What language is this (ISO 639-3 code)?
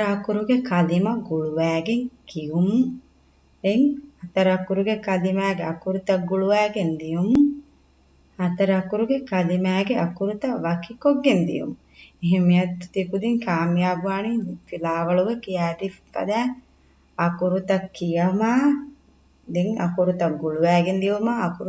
div